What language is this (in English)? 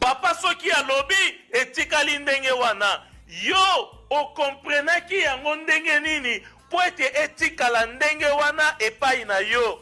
Lingala